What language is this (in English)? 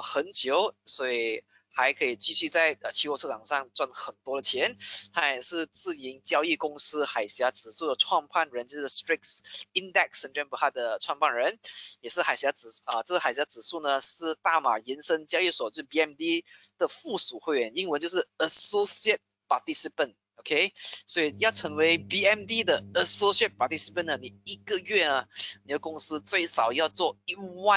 Chinese